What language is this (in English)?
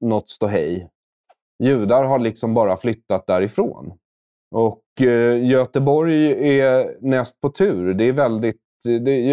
Swedish